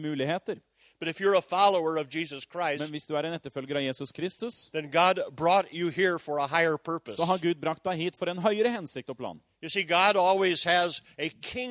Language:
Norwegian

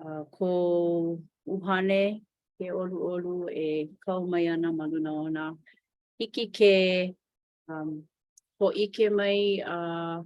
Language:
Hawaiian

